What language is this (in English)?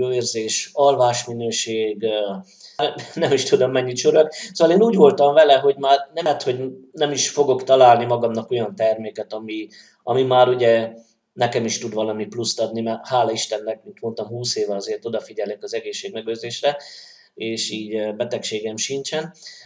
Hungarian